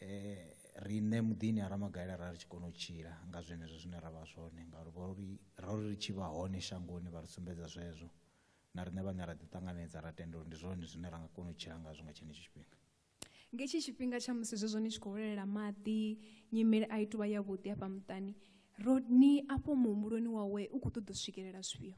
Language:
Venda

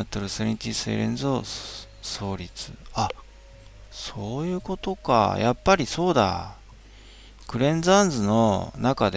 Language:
Japanese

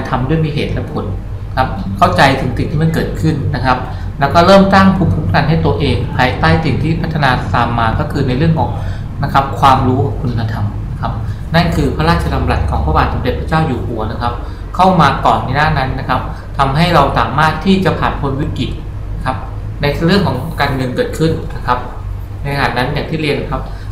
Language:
Thai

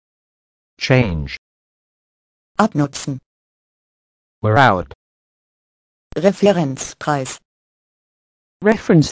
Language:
German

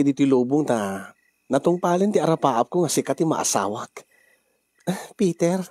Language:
Iloko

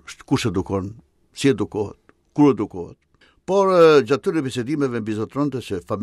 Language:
Albanian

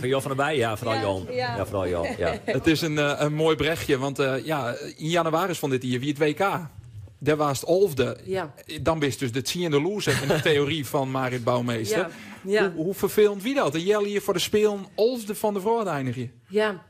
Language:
Western Frisian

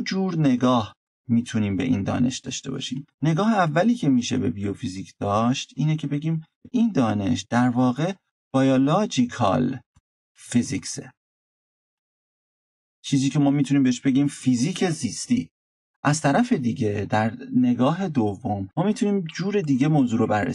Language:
Persian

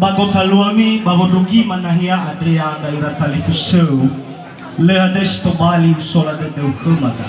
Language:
Nias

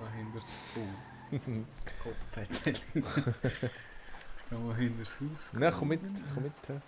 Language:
Swiss German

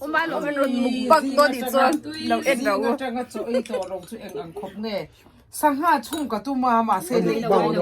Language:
Mizo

